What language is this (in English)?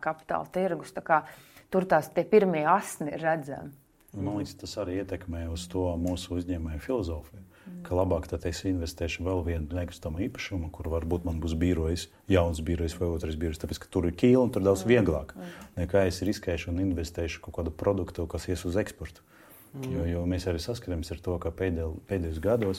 Latvian